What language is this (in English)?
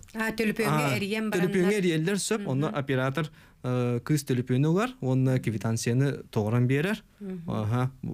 Yakut